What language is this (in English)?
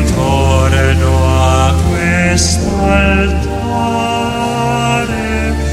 Italian